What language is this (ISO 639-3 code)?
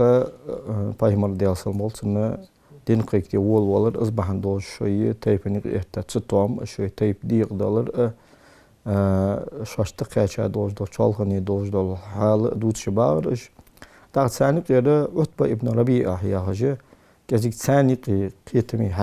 inh